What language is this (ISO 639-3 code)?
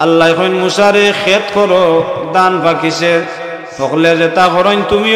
syl